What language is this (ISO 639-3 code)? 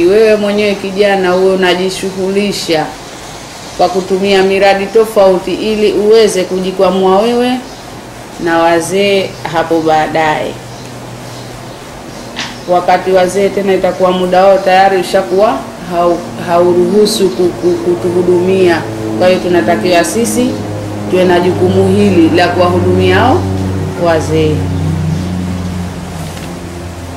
swa